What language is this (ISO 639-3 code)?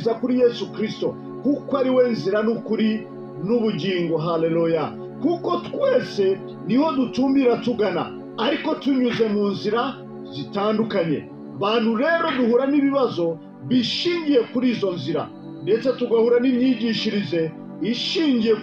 kin